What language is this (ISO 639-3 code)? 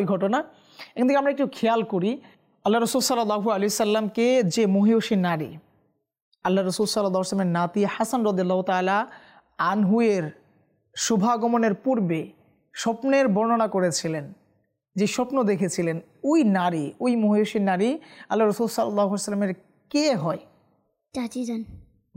ben